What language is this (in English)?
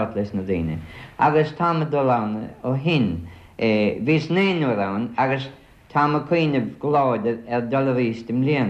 Irish